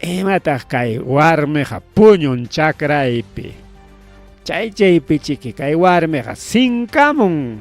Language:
Ayacucho Quechua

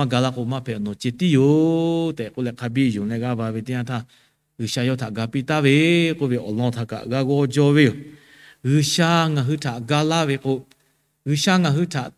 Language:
Lahu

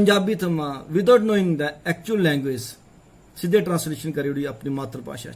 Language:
Dogri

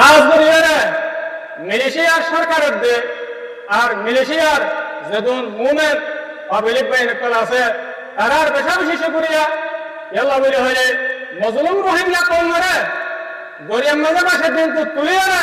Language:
Rohingya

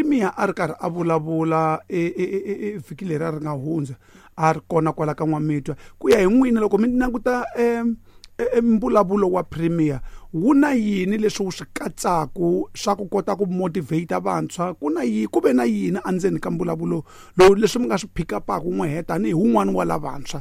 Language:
Tsonga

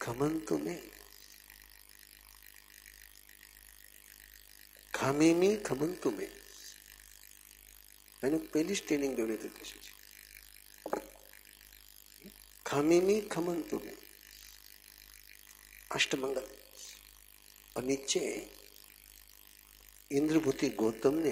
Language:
Hindi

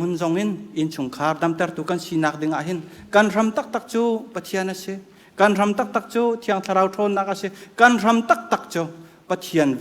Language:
Hakha Chin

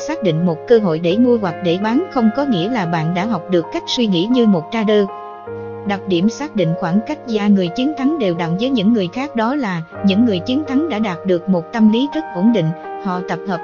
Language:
Vietnamese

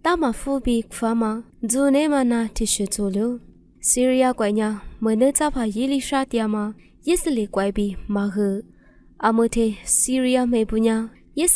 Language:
Lisu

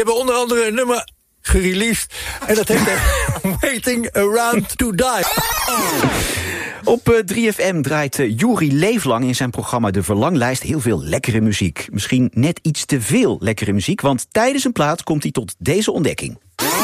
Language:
Dutch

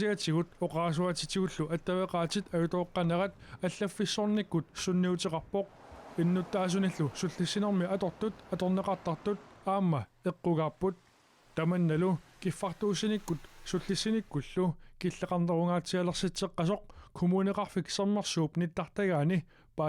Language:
Kalaallisut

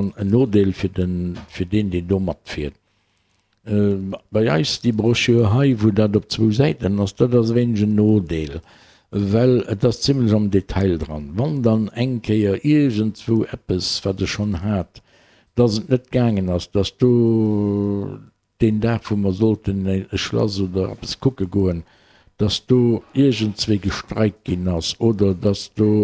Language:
Luxembourgish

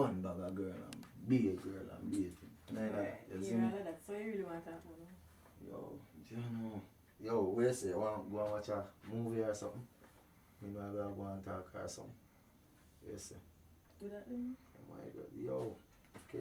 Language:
Jamaican Creole English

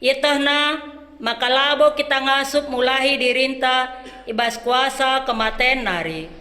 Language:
Batak Karo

